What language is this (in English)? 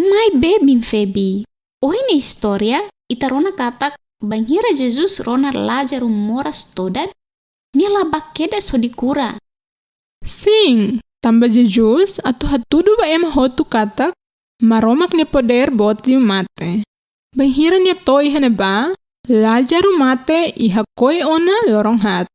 Tetum